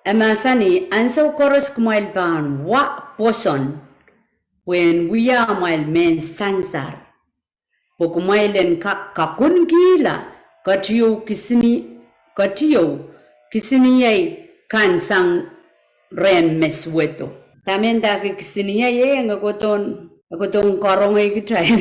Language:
Pohnpeian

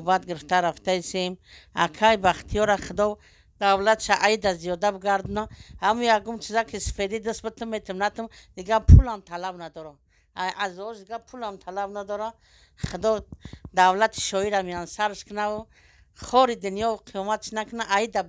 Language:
Tajik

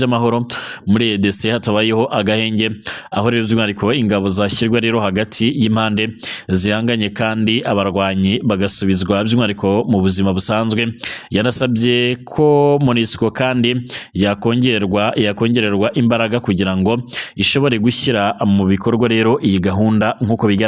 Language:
Kinyarwanda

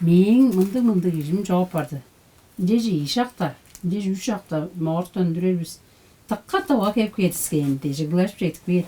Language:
Tuvinian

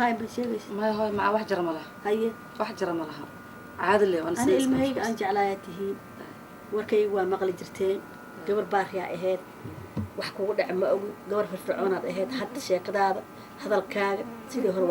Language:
Somali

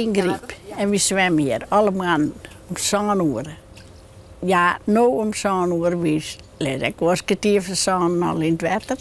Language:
Western Frisian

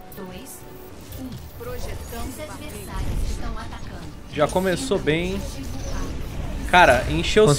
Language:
Portuguese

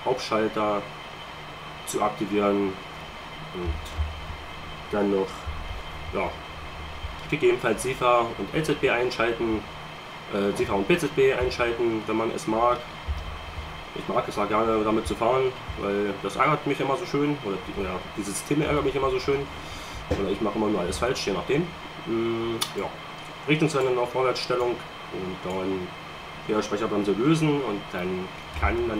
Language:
German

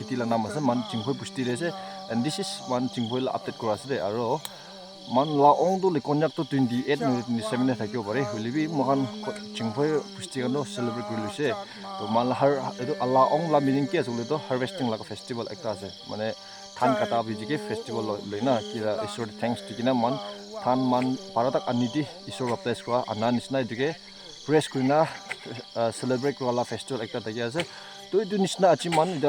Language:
Naga Pidgin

